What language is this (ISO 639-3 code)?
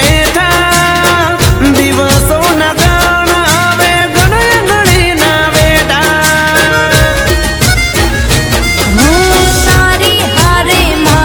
guj